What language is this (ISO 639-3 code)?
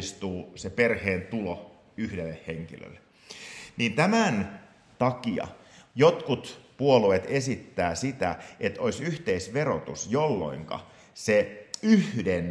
fin